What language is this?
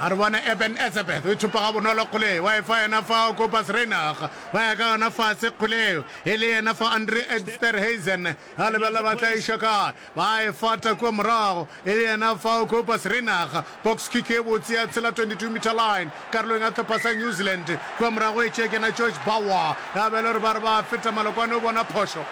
Northern Sotho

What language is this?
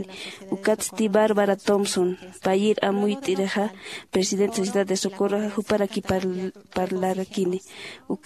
Aymara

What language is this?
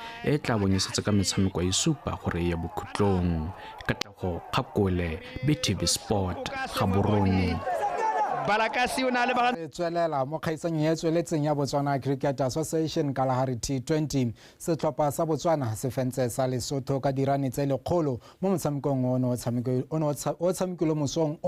Tswana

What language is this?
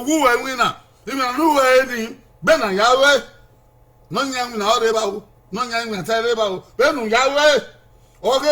Bini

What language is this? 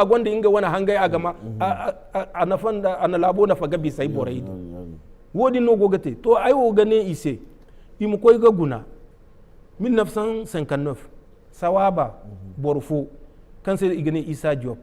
Zarma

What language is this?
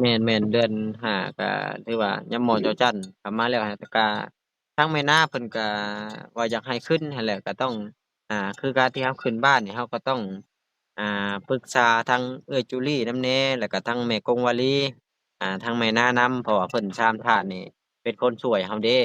Lao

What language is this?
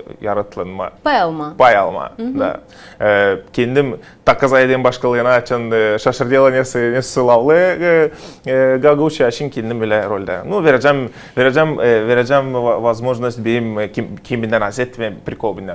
Gagauz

